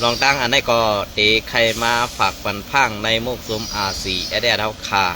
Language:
Shan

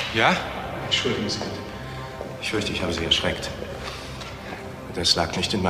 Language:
German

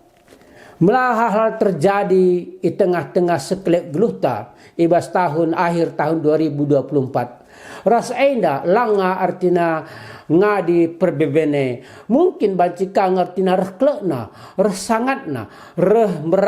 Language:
Batak Karo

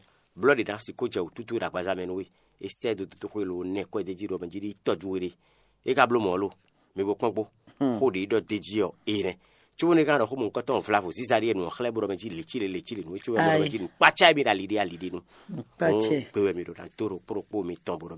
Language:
Fon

